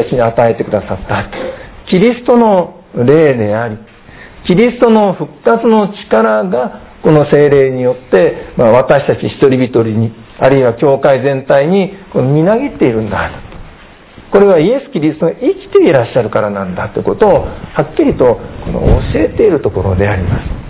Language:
Japanese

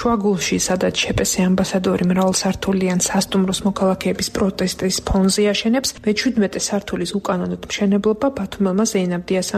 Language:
Georgian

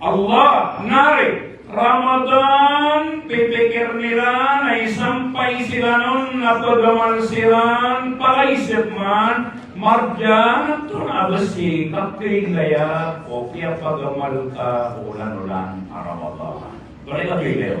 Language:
Maranao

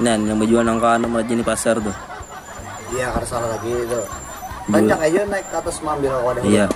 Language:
Banjar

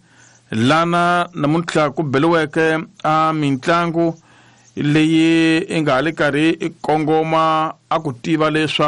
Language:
Tsonga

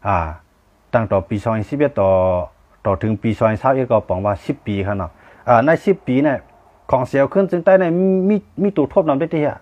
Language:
Shan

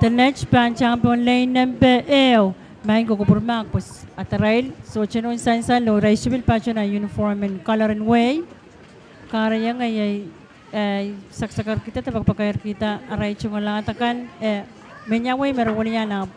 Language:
Pohnpeian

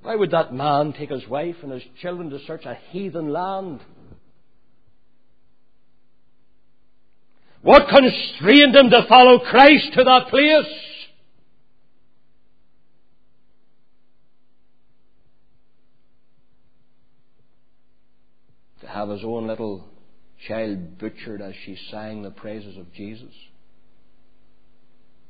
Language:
English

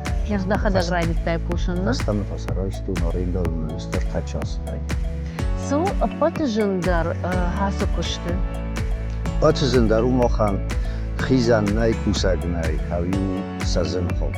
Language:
Ossetic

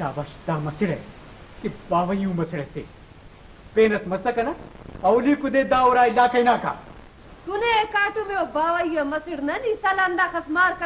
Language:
Brahui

